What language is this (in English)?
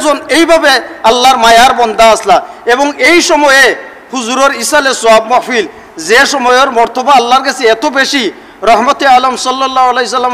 Sylheti